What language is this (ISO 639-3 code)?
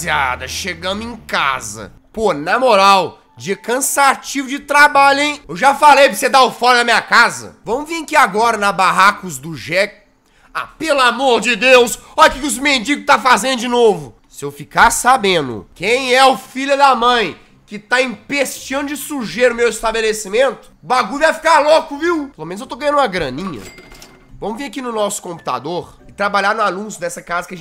por